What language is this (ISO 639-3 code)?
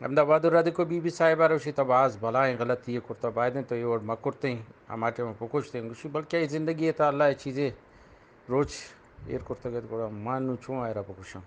bgp